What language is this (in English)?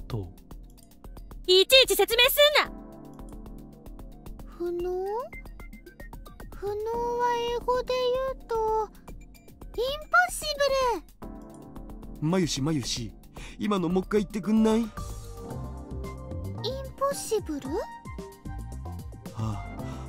Japanese